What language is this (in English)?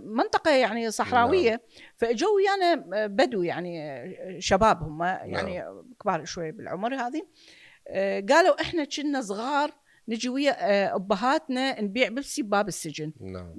Mesopotamian Arabic